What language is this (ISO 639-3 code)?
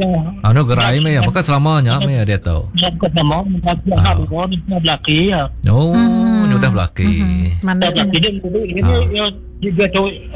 iba